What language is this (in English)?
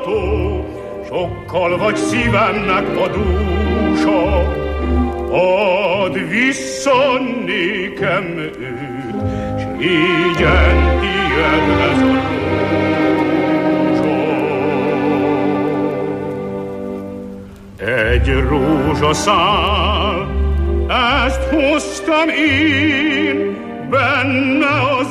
Hungarian